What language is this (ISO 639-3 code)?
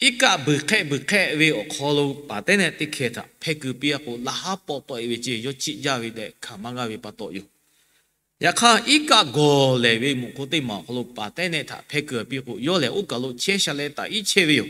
lhu